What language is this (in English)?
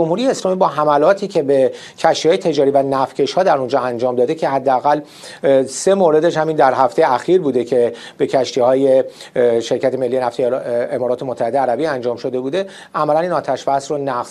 Persian